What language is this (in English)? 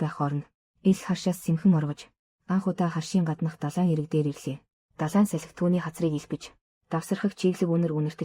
Mongolian